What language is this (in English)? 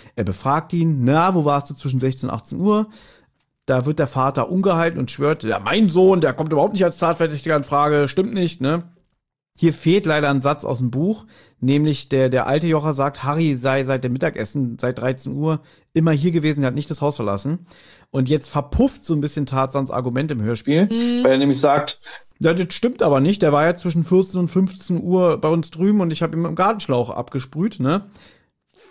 German